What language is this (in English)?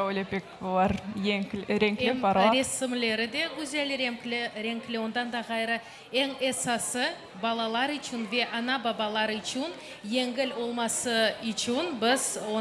Crimean Tatar